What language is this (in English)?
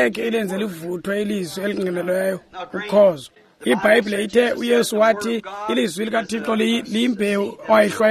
Xhosa